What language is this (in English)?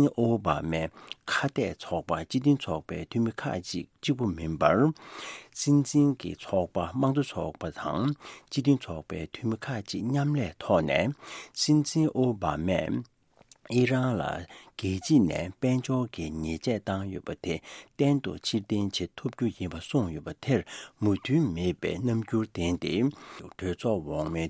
Tibetan